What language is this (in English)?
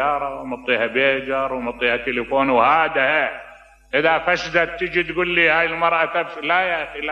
Mesopotamian Arabic